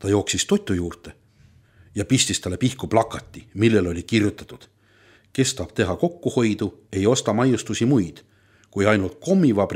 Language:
Estonian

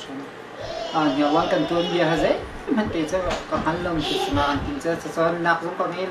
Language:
Hakha Chin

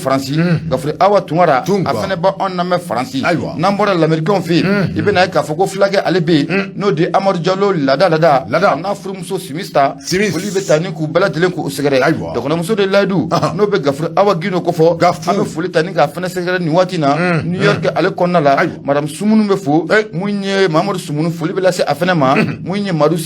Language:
Bambara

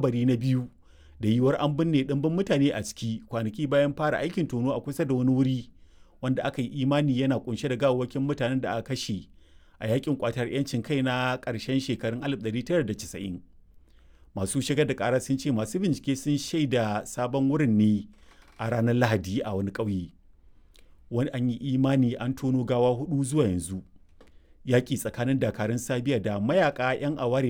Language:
Hausa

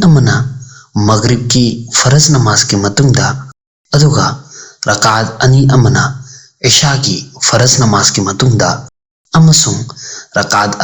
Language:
Manipuri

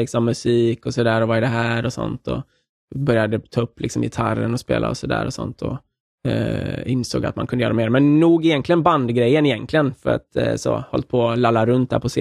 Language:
Swedish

